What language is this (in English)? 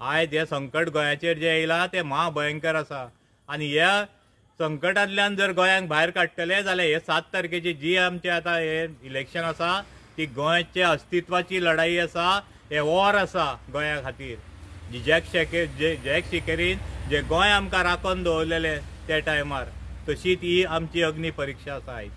Konkani